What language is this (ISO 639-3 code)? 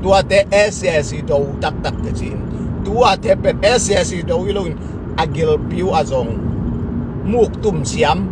ctd